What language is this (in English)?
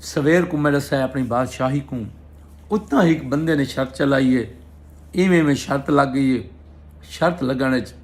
Saraiki